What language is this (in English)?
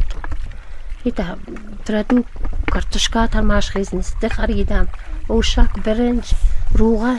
Tajik